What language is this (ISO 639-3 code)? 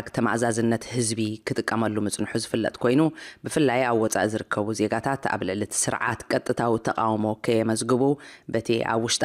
tir